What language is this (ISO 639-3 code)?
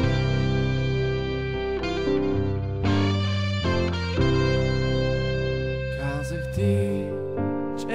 bul